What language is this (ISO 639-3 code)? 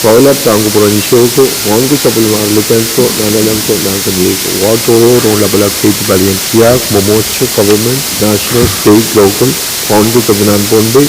pon